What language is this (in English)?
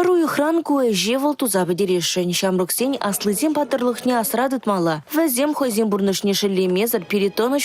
Chuvash